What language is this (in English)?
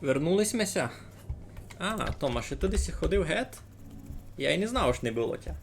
Rusyn